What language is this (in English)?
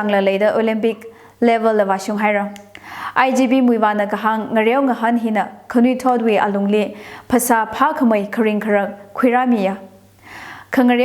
Tangkhul Naga (India)